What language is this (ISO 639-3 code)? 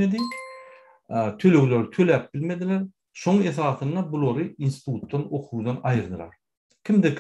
tuk